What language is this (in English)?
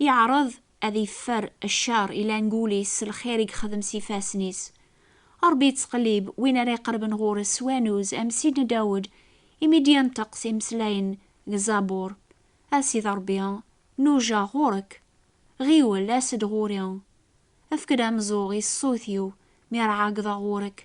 Kabyle